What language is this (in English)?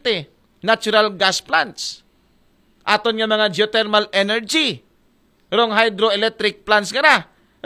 Aklanon